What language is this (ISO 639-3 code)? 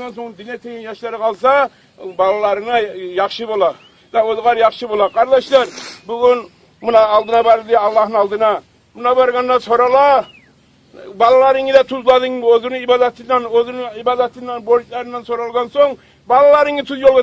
kum